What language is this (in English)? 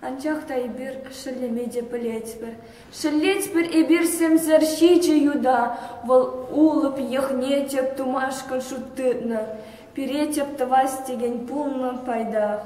Chuvash